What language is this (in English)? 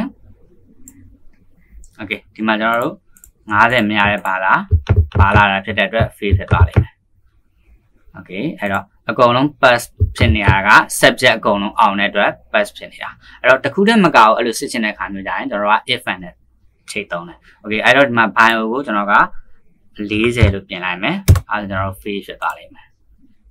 Burmese